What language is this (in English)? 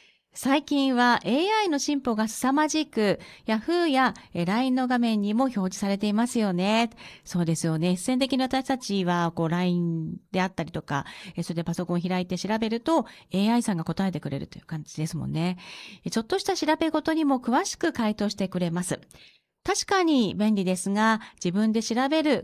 Japanese